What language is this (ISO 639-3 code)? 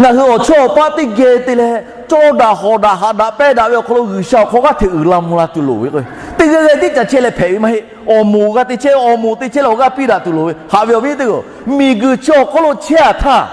lhu